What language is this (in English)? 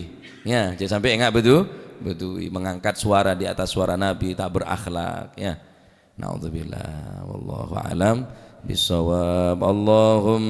Madurese